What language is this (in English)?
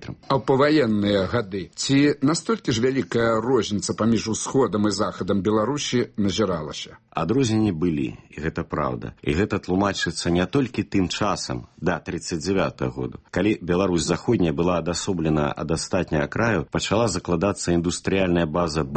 Belarusian